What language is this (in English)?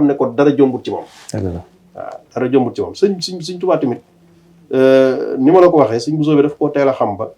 Wolof